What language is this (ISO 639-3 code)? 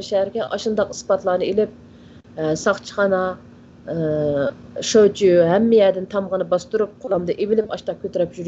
uig